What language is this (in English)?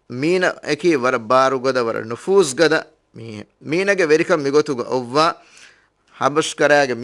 Divehi